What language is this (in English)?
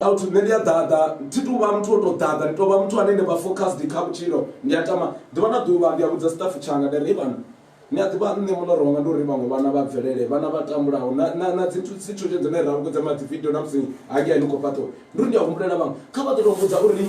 Venda